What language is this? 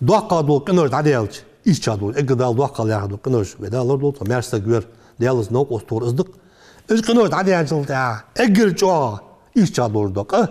Ingush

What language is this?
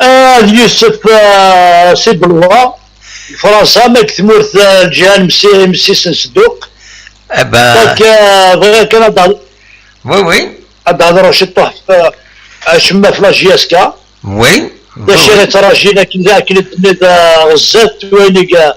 Kabyle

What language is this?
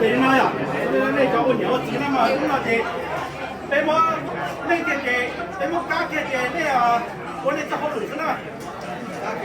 Hmong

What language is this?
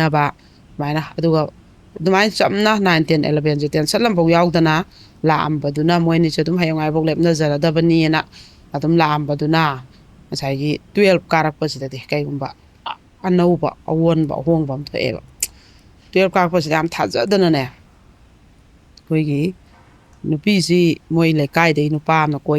Manipuri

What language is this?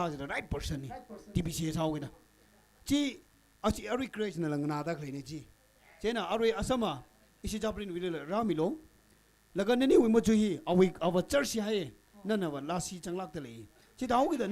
Tangkhul Naga (India)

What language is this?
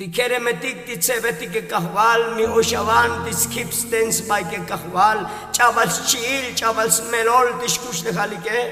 Tzotzil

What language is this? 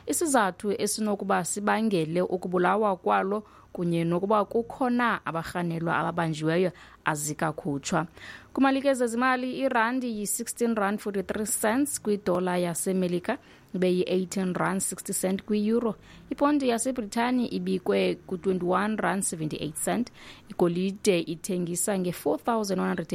Xhosa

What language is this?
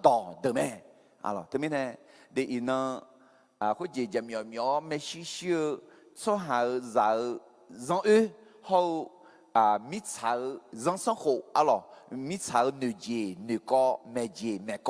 Akha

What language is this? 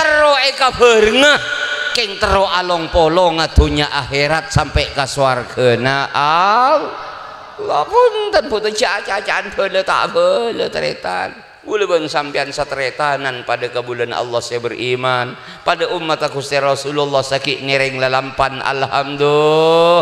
Madurese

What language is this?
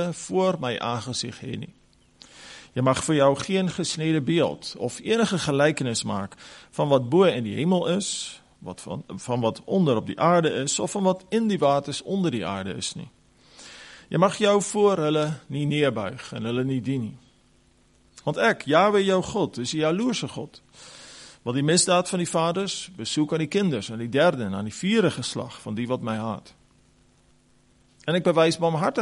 Afrikaans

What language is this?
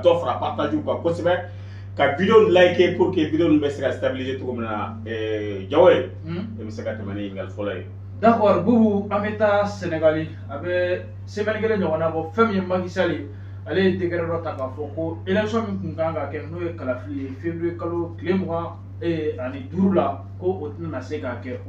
Bambara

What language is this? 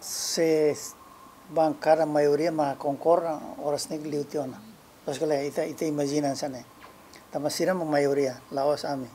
Tetum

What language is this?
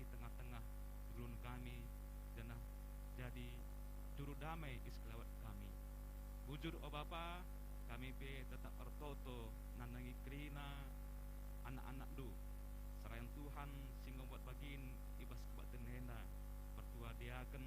Batak Karo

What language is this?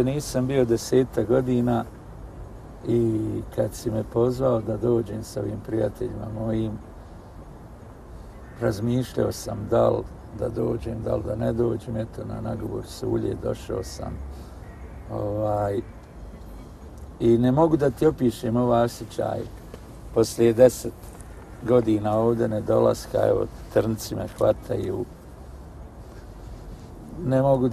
Bosnian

